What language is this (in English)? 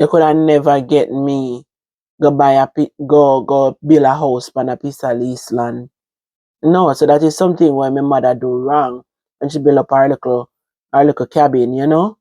Jamaican Creole English